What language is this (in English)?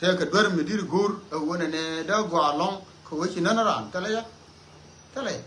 Nuer